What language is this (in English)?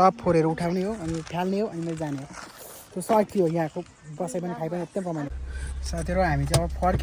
Nepali